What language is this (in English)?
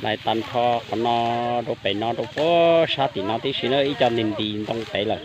Hmong